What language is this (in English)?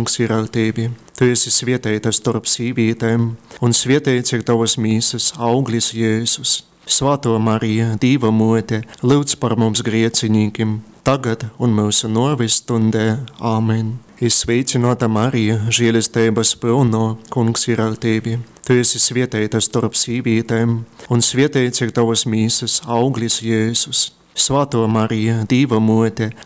Latgalian